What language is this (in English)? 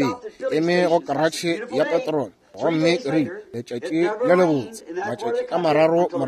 Northern Sotho